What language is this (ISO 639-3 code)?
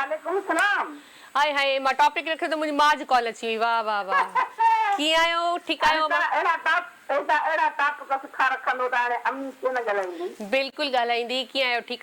snd